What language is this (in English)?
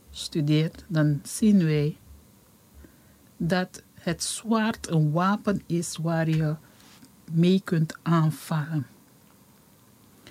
Dutch